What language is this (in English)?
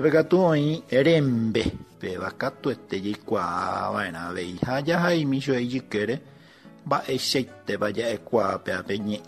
Guarani